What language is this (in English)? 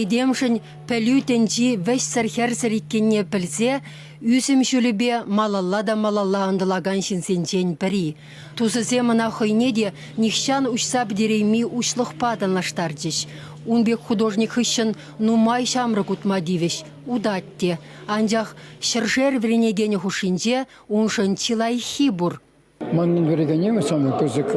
Chuvash